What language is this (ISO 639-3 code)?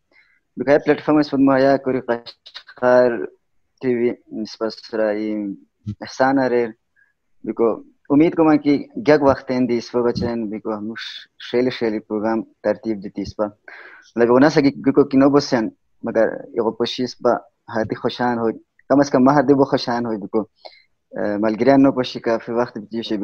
khw